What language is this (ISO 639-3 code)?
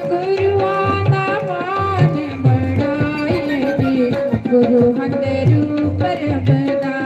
doi